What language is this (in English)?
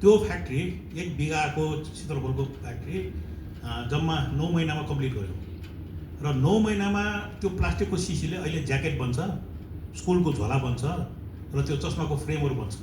Nepali